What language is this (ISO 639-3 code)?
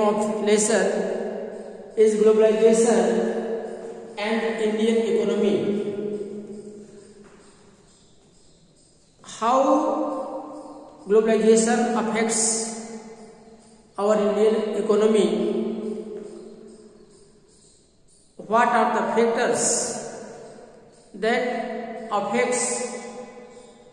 eng